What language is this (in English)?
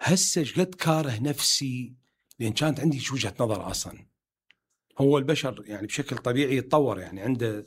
Mesopotamian Arabic